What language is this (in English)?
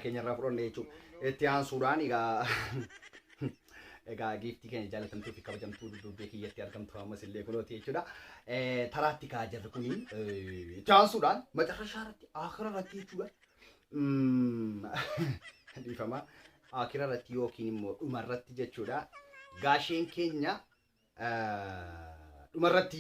Oromo